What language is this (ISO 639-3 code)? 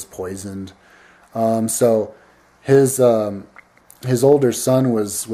eng